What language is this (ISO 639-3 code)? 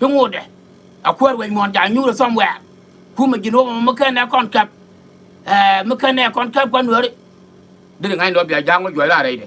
nus